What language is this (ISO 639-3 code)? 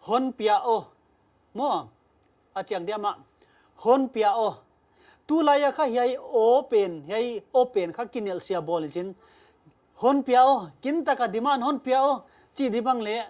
pck